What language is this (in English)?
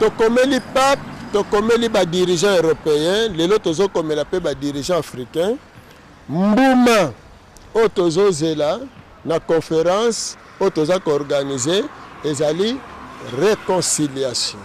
Lingala